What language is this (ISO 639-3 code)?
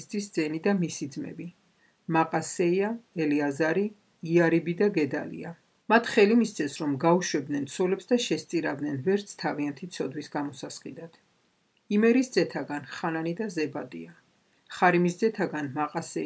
kat